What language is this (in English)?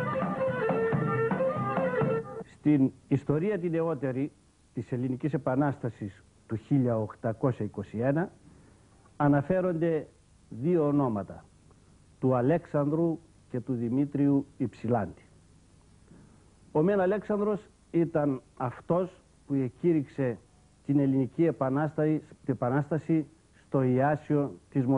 Greek